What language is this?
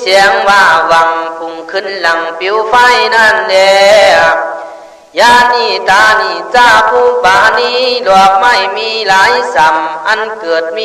Khün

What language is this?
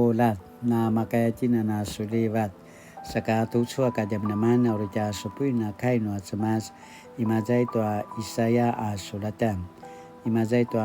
Paiwan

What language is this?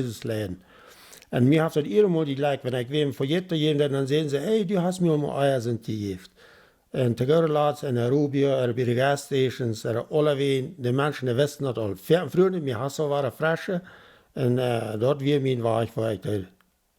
Plautdietsch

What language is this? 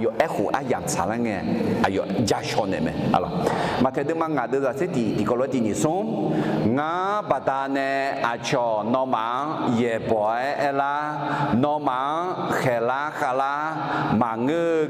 Akha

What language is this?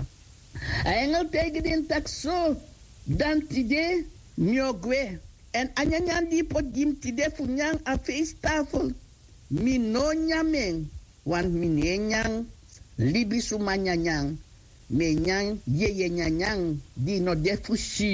Sranan Tongo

